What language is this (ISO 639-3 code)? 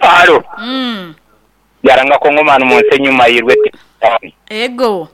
nyn